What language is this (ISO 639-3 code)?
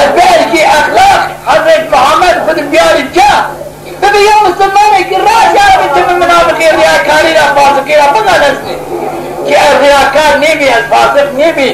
zza